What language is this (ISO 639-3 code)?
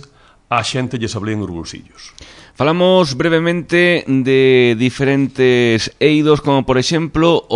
glg